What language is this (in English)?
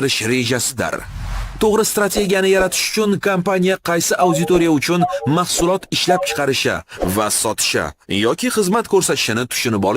Uzbek